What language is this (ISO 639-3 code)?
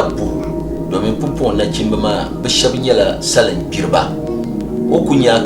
dag